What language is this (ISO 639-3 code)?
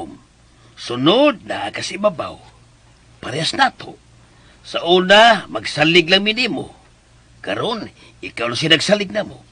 ceb